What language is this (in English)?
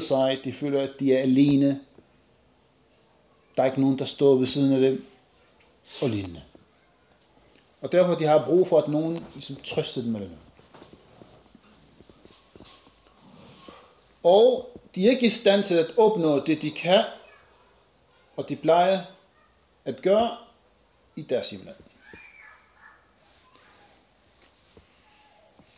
Danish